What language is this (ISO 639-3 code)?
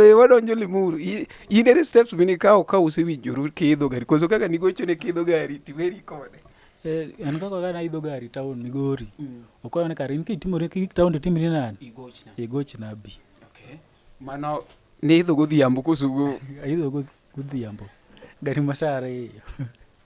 luo